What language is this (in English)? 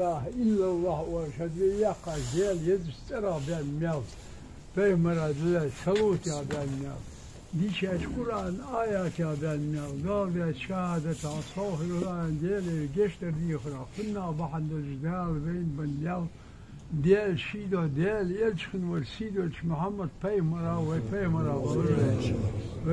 Ingush